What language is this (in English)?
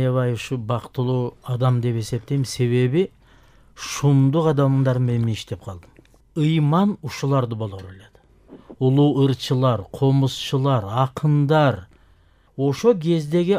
Kyrgyz